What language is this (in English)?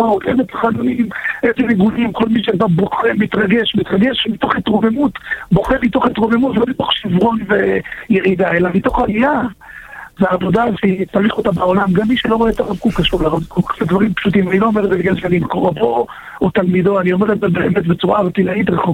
Hebrew